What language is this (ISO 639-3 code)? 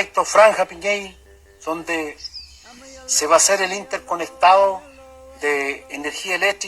arn